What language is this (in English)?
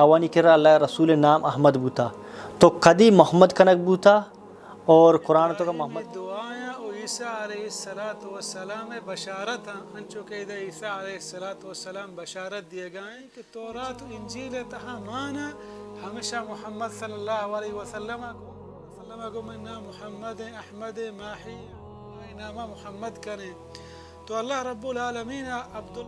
Baluchi